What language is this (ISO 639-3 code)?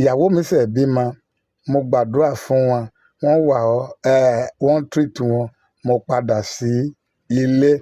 yor